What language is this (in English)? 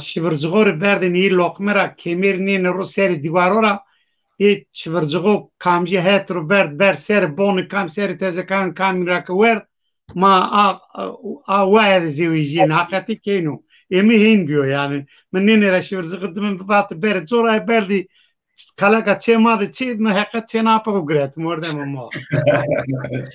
Zaza